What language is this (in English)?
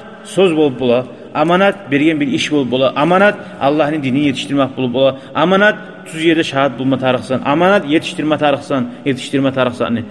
Kumyk